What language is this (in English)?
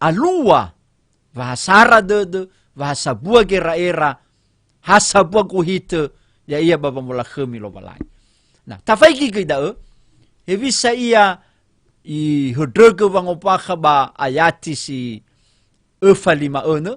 Nias